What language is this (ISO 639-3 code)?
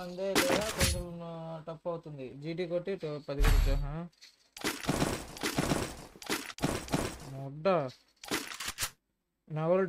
tel